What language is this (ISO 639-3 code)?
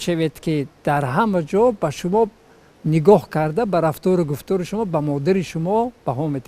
tgk